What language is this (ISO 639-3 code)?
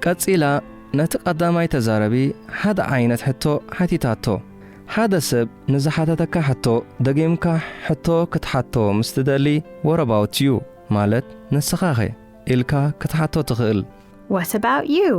tir